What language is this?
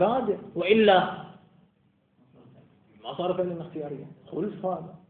Arabic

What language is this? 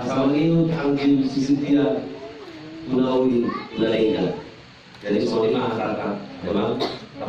Batak Toba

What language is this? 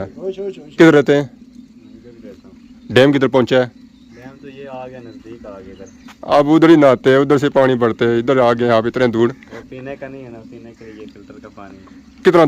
Pahari-Potwari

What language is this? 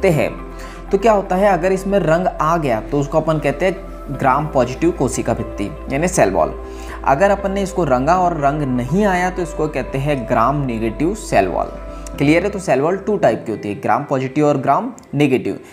Hindi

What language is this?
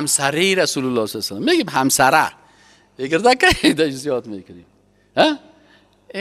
Persian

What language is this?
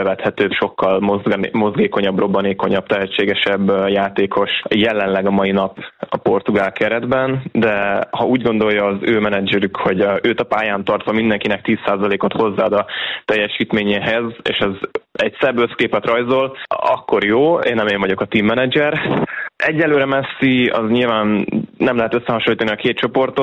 Hungarian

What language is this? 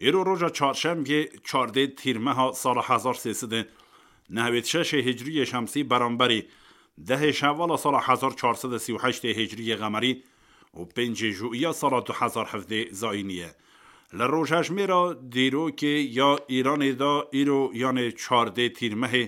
Kurdish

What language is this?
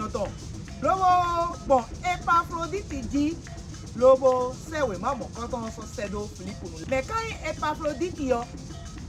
Fon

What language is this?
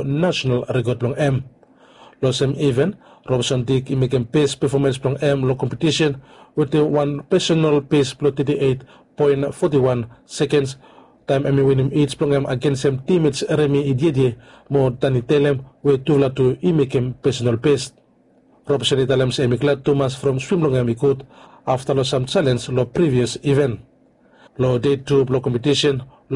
Bislama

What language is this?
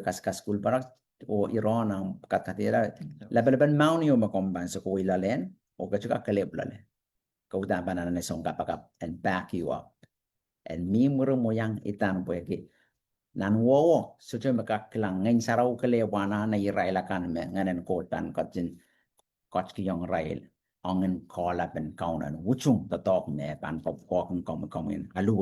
Pohnpeian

